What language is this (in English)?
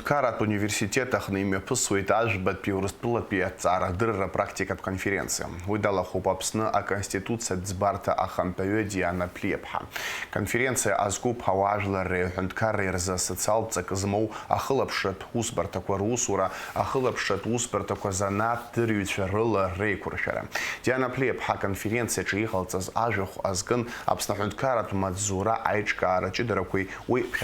Abkhazian